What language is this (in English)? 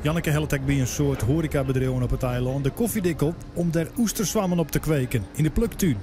Western Frisian